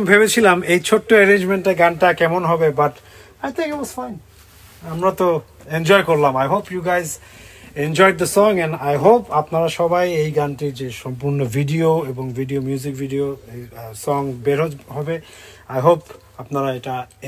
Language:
Bangla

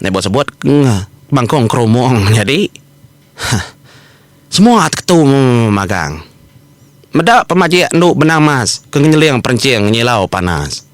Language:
Iban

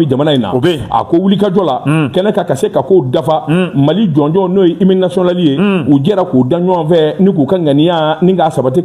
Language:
Bambara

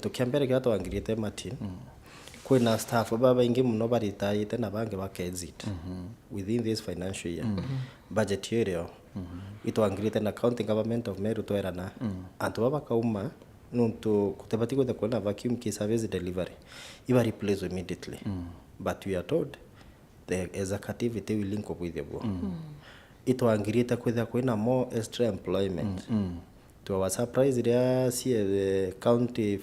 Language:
Meru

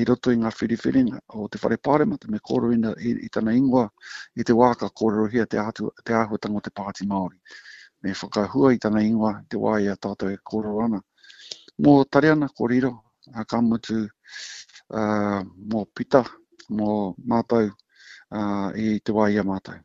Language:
Māori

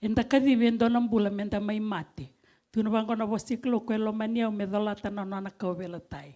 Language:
Fijian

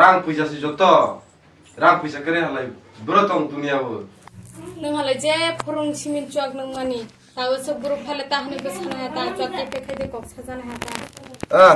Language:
Kok Borok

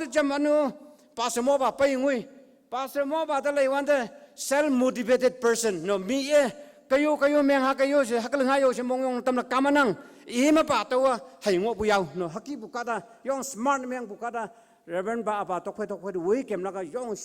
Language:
Konyak Naga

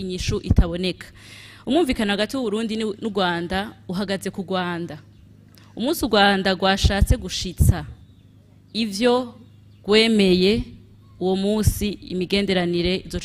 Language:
Rundi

